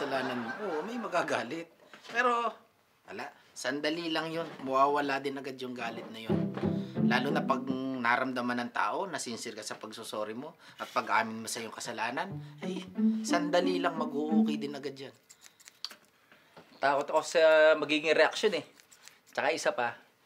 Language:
Filipino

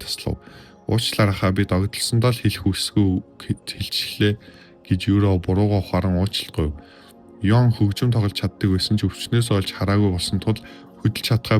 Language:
Mongolian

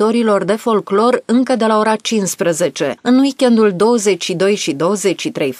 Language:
Romanian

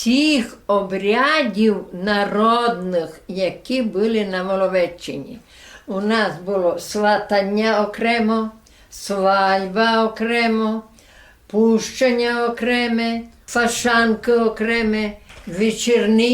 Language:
Rusyn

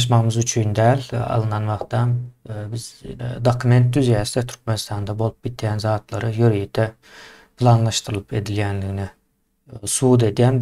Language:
Turkmen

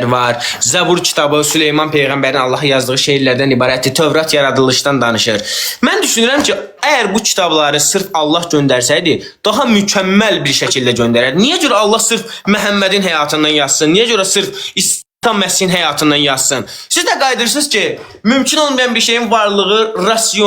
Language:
Azerbaijani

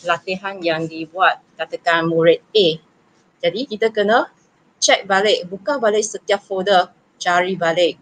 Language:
Malay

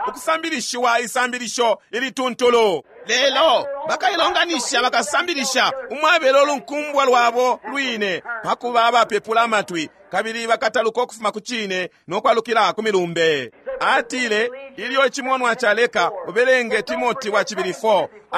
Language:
Bemba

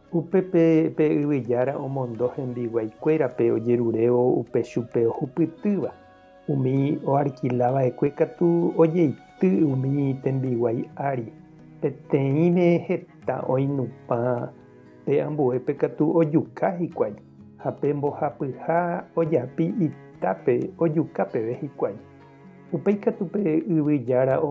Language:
Guarani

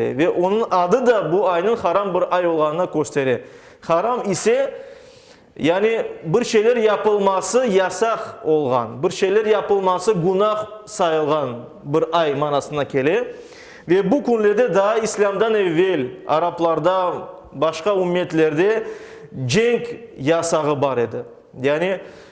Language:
Crimean Tatar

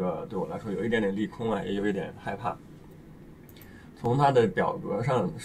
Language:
Chinese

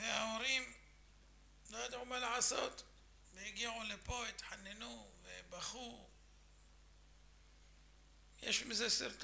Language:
Hebrew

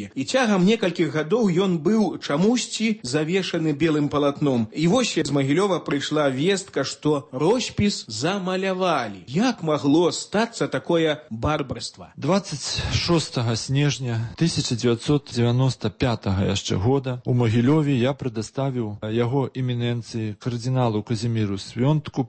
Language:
Belarusian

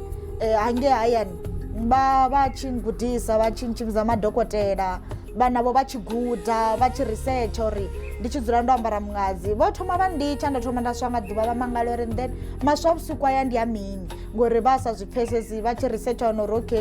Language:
Venda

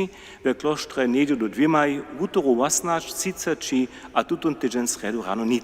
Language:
Upper Sorbian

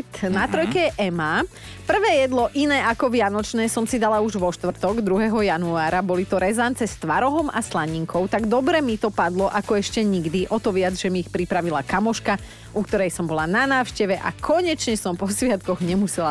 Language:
Slovak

